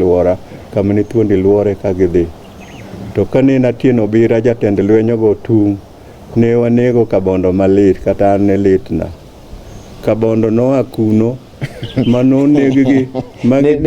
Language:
Luo (Kenya and Tanzania)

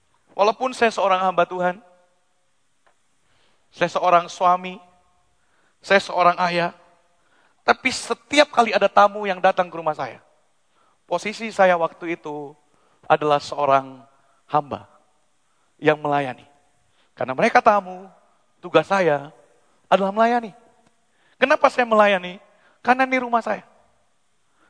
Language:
Indonesian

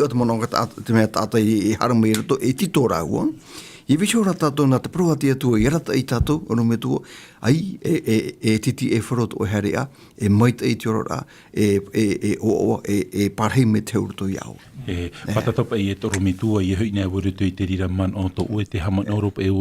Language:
Tahitian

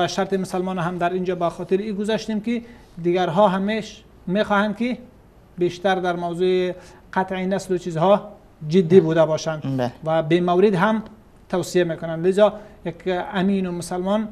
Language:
Persian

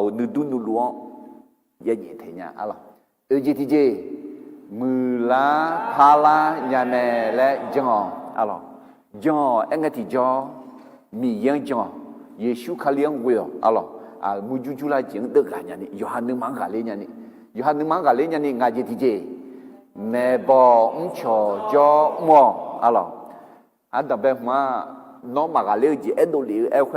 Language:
Akha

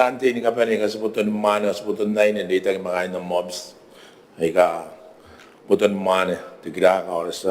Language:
Gilbertese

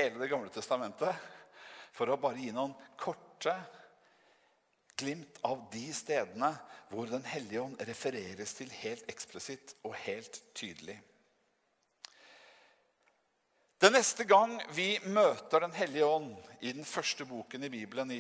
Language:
Norwegian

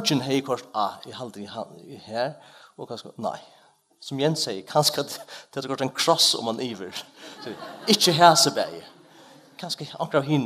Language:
Faroese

